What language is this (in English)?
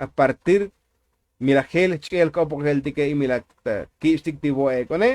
Tzotzil